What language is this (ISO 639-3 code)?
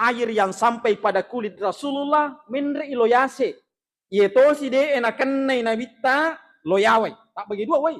bug